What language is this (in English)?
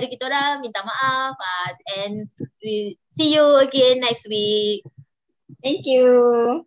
Malay